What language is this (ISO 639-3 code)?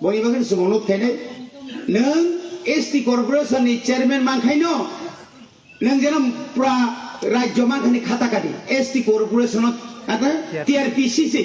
trp